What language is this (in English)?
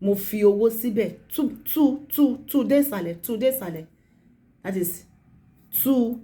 Yoruba